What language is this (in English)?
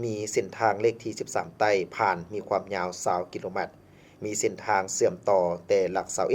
Lao